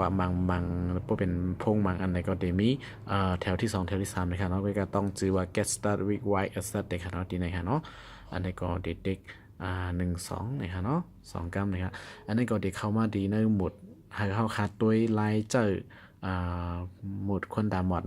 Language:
Shan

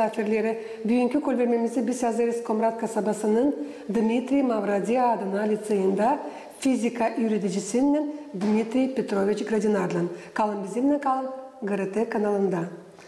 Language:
Gagauz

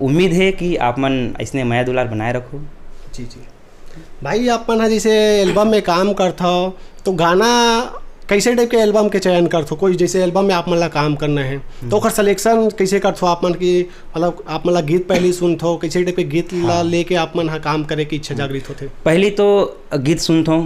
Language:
Chhattisgarhi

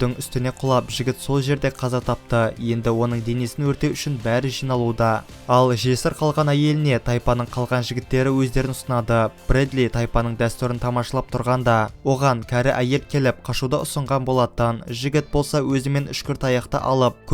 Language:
Kazakh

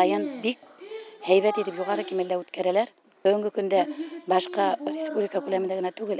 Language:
Bashkir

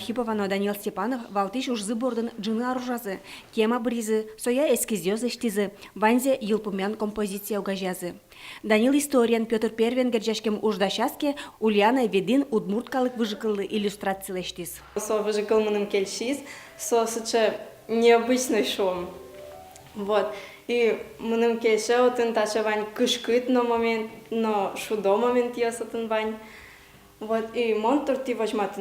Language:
Udmurt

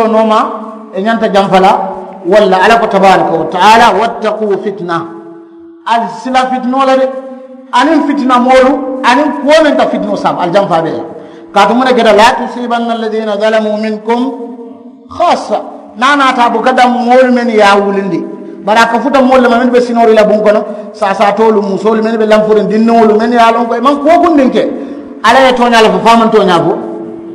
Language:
Mandingo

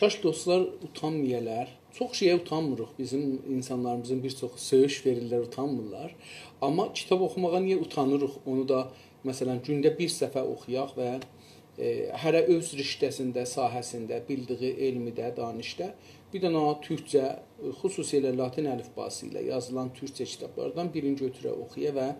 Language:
South Azerbaijani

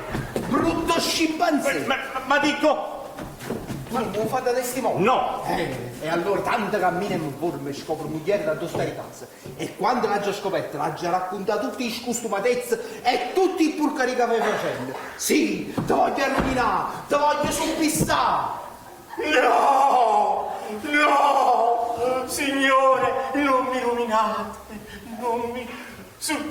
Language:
Neapolitan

